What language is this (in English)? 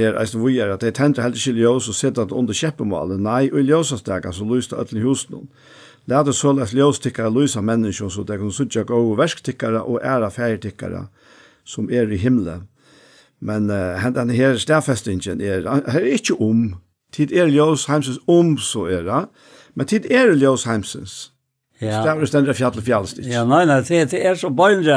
Faroese